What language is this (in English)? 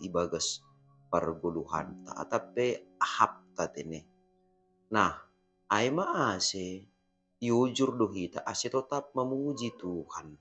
Batak Simalungun